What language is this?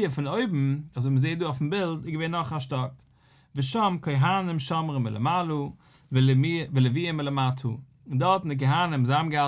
Yiddish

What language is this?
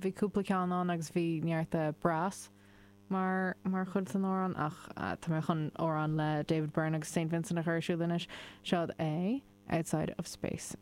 Irish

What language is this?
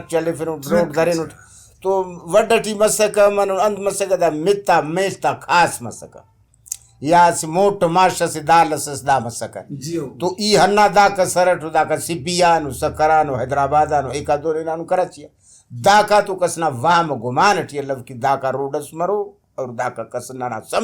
Brahui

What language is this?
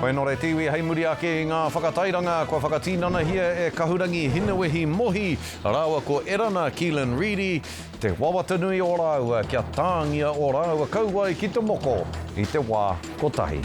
Māori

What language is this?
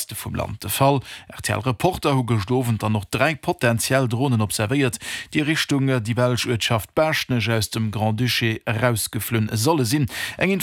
Luxembourgish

